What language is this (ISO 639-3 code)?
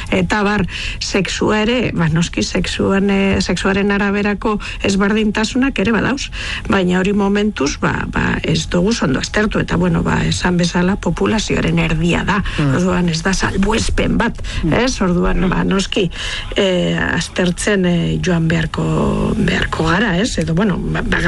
eus